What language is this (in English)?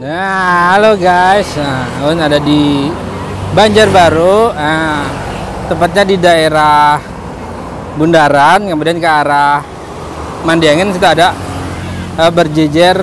Banjar